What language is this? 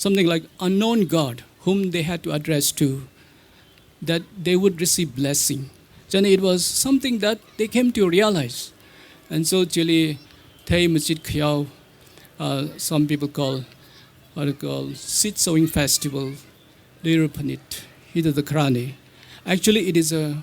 Tangkhul Naga (India)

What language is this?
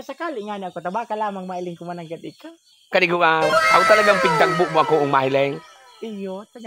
Bikol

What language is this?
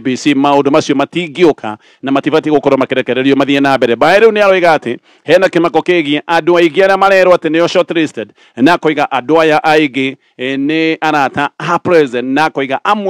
Kikuyu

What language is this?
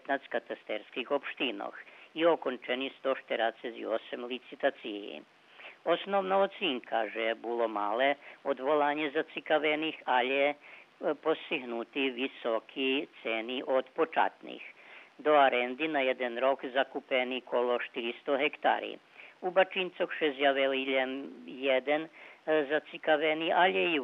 Rusyn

